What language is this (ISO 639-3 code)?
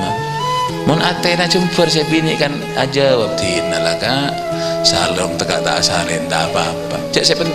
mad